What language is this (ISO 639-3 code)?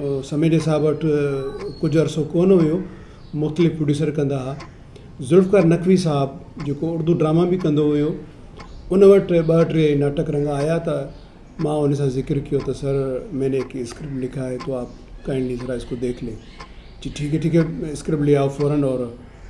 snd